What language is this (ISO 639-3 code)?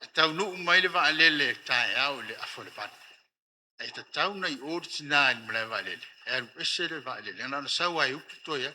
smo